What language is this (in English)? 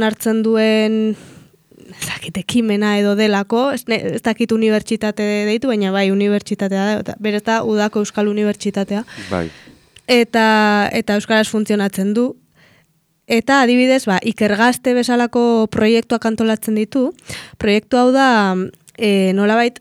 Basque